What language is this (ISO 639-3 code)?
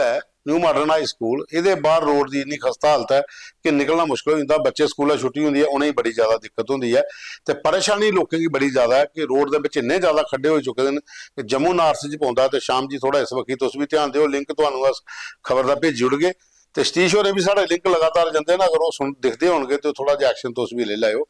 doi